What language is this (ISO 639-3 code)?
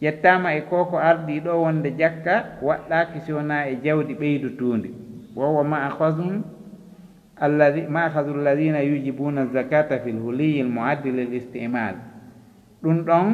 ful